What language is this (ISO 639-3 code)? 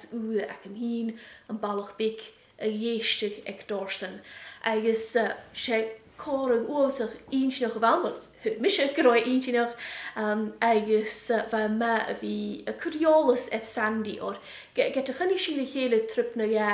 gla